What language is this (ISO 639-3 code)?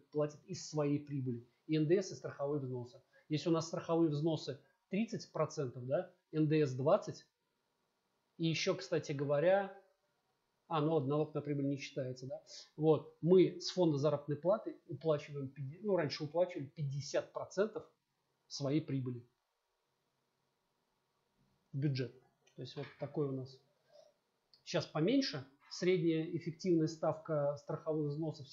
rus